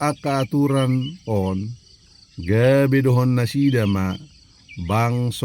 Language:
Batak Toba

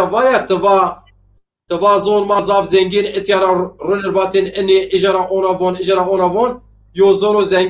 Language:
Zaza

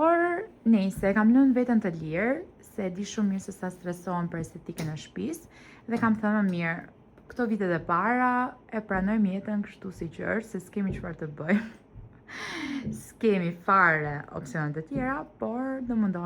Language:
Albanian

